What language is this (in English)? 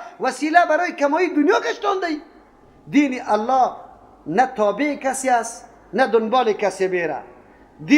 Persian